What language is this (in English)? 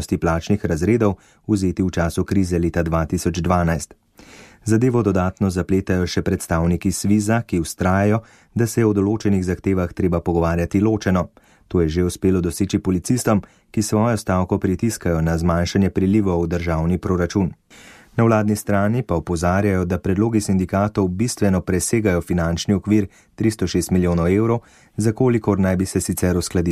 Slovenian